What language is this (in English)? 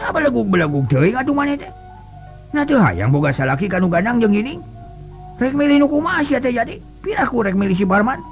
Sundanese